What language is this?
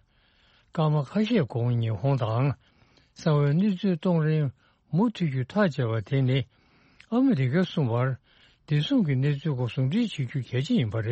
Tibetan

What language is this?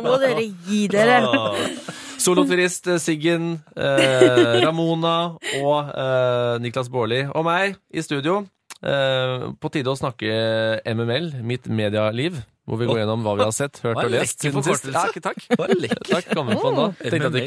Norwegian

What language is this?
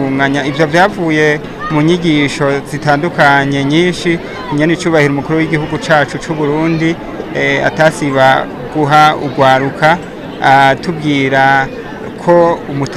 Rundi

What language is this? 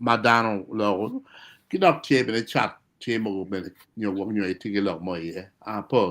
Acoli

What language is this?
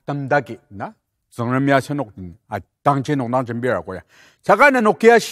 Ao Naga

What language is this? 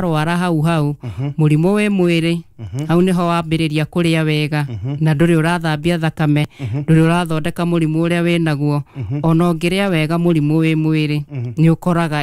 Kikuyu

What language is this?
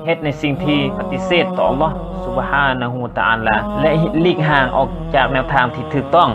Lao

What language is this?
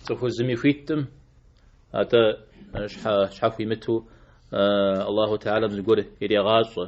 Kabardian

